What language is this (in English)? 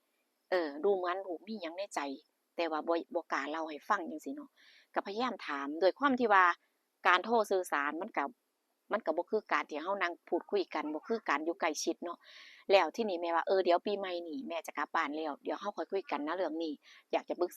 Lao